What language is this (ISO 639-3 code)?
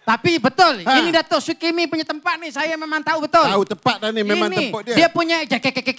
msa